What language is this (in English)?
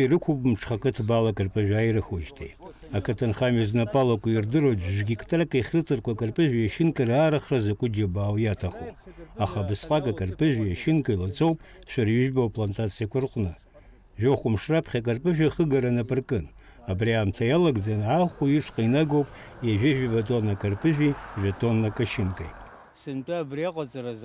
Abkhazian